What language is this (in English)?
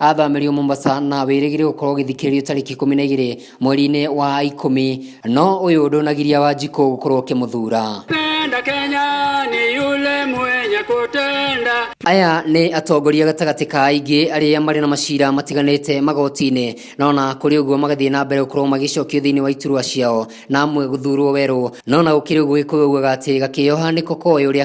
Kikuyu